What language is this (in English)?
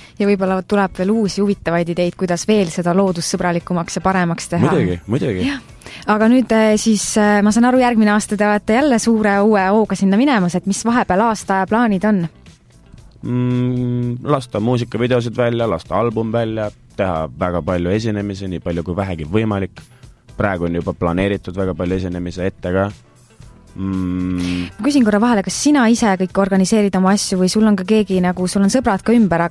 Estonian